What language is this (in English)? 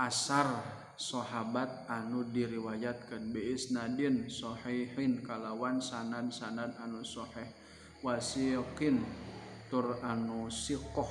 Sundanese